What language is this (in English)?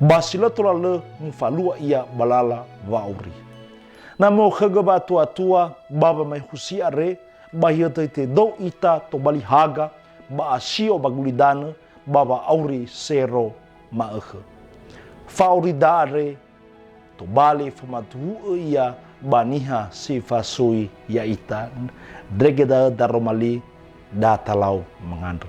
Nias